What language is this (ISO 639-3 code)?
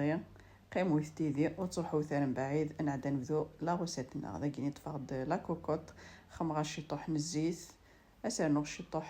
kab